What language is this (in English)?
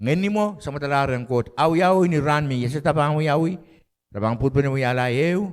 Pohnpeian